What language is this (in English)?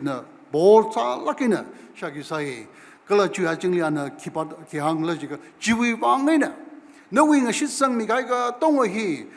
Tangkhul Naga (India)